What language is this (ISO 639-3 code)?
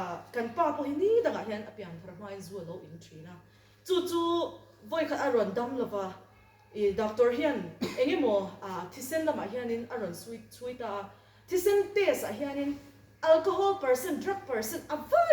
lus